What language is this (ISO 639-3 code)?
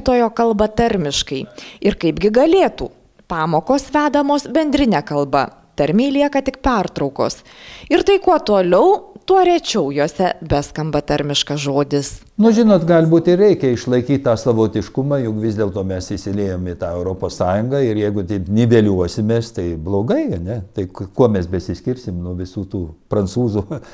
lit